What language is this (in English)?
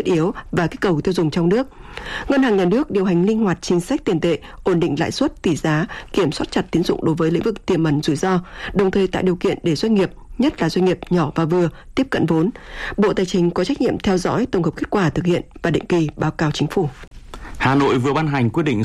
Vietnamese